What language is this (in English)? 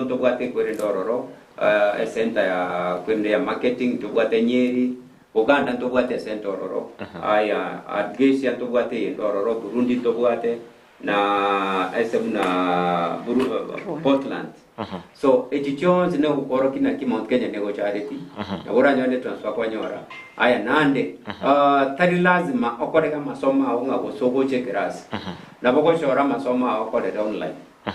Gusii